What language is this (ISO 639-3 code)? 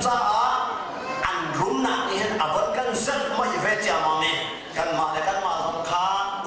cnh